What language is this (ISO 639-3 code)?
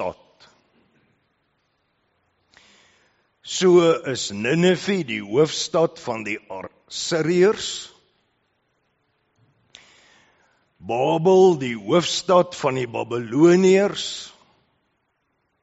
afr